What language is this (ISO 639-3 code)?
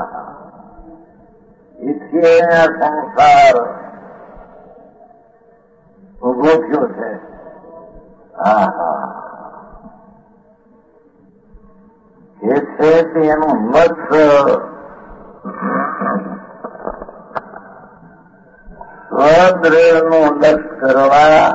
guj